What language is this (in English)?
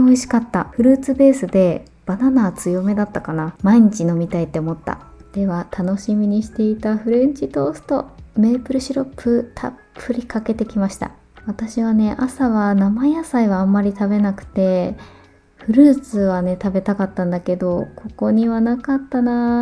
Japanese